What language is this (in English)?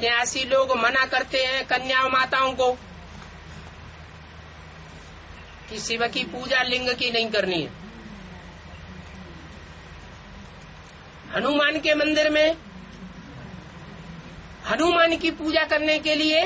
Hindi